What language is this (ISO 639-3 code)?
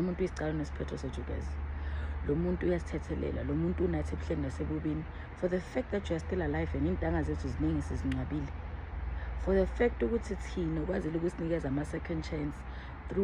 zul